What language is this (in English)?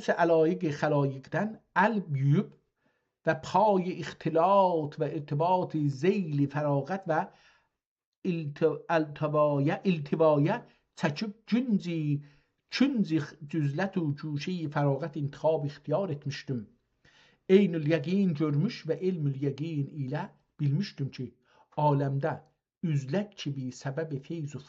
South Azerbaijani